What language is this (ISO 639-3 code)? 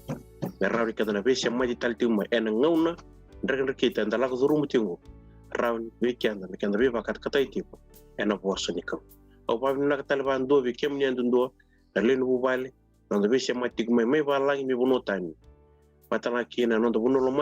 fij